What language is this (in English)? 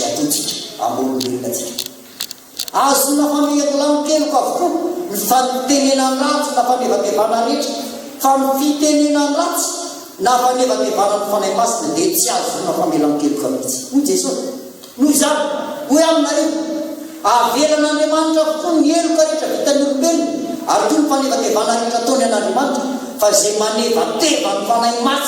Malagasy